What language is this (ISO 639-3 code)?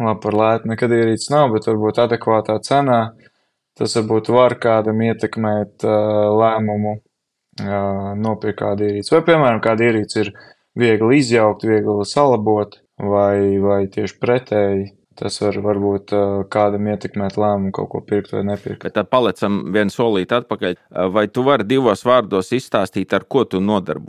lav